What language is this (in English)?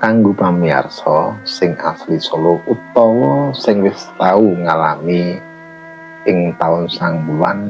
Javanese